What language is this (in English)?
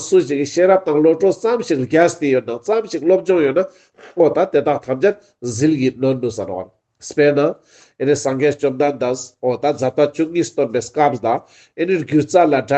Ladakhi